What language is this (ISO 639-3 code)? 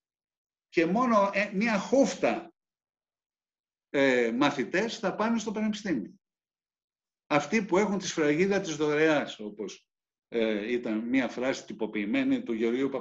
ell